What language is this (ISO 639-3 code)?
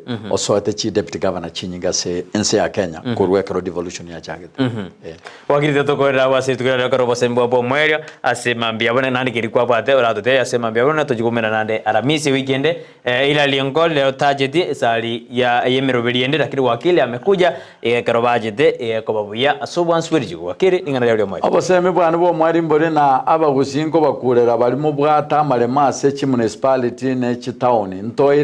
guz